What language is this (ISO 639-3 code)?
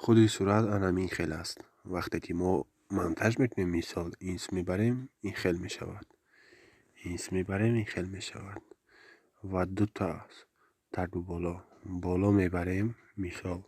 tgk